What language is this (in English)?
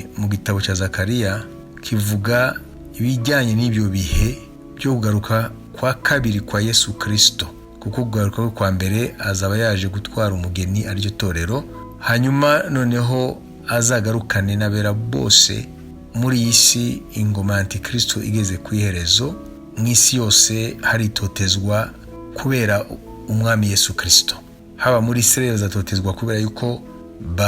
Kinyarwanda